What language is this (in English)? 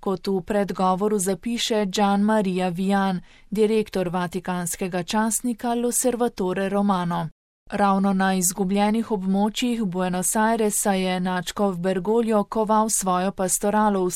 Slovenian